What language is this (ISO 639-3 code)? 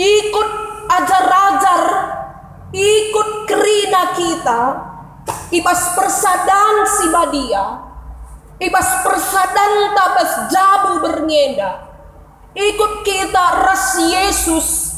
btx